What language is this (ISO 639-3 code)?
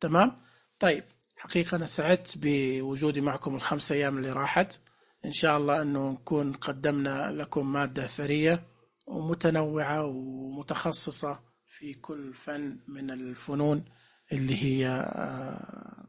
ars